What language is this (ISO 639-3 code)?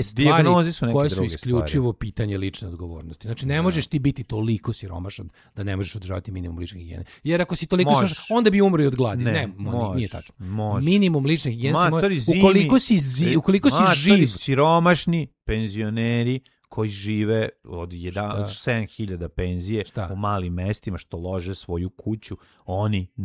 srp